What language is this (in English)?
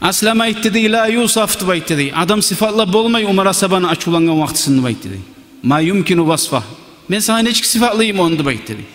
Kumyk